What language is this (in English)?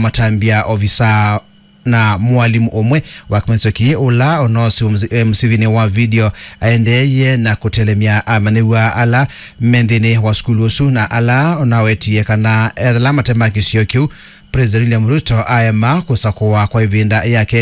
Kamba